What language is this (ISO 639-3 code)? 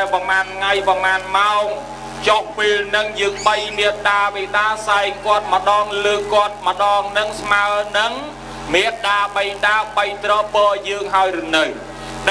khm